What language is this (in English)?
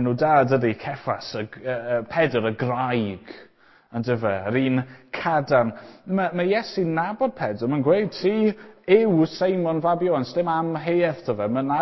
Welsh